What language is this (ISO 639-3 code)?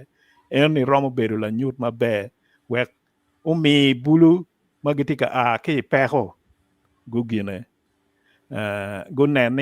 ach